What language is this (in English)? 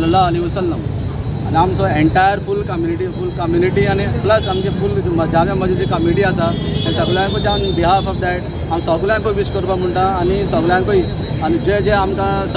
Konkani